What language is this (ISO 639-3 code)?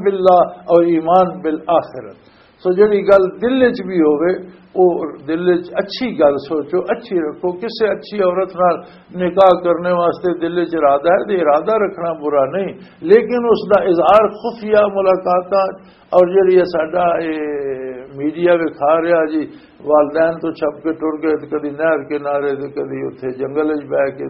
lah